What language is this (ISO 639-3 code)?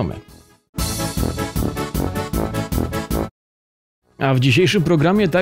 pol